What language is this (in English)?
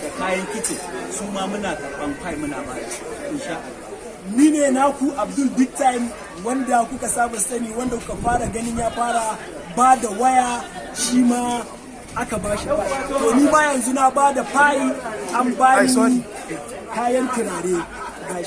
Hausa